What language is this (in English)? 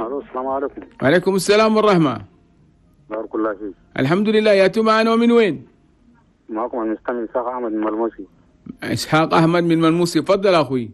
Chadian Arabic